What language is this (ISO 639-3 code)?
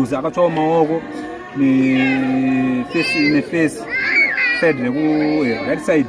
sna